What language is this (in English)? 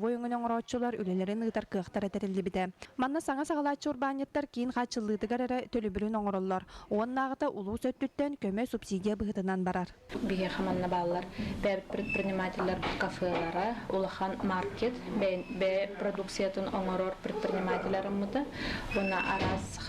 Yakut